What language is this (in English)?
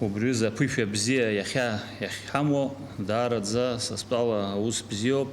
Abkhazian